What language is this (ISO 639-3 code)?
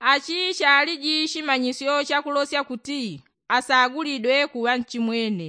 yao